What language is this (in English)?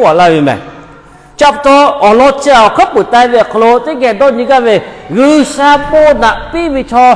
Lahu